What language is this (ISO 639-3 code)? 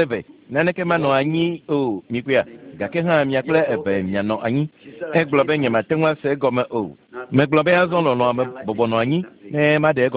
ewe